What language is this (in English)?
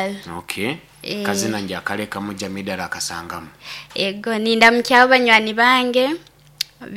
Nyoro